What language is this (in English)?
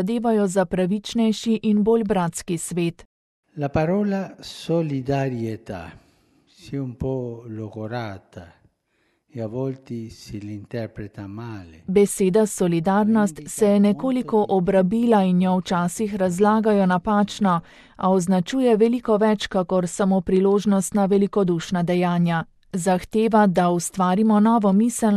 Slovenian